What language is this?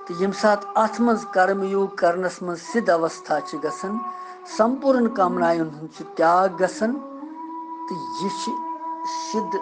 Kashmiri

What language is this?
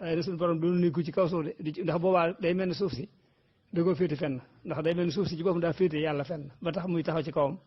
Wolof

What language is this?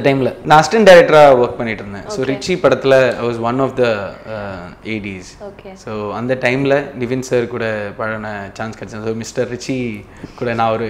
Tamil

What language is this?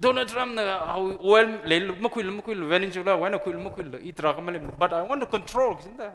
Tangkhul Naga (India)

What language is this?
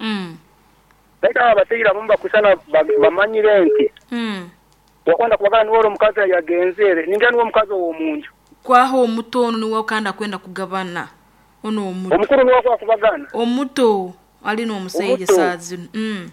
Nyankole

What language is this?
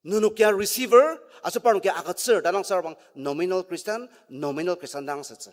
Ao Naga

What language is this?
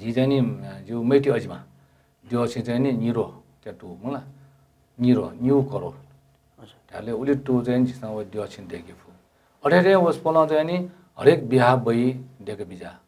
Newari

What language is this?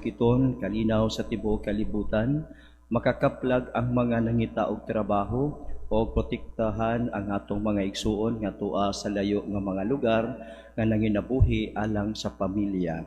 Cebuano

